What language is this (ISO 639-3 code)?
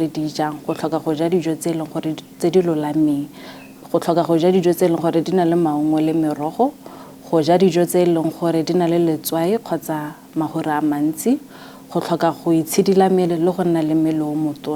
tsn